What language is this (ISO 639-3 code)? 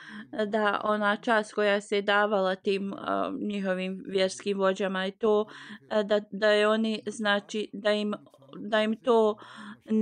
bos